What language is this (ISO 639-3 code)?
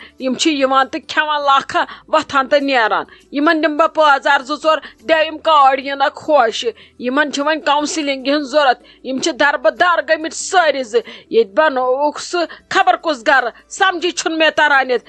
kas